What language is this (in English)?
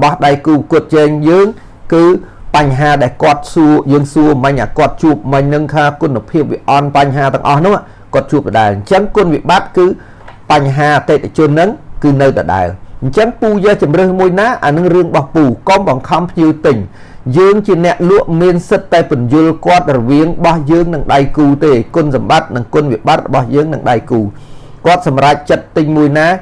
Khmer